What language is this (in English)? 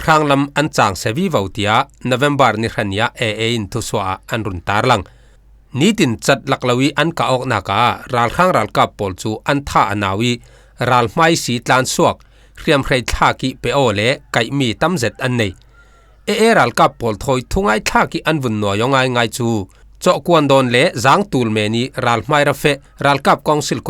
Falam Chin